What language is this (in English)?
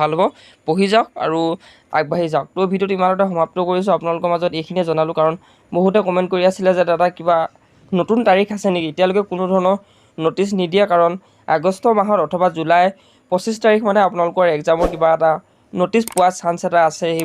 Assamese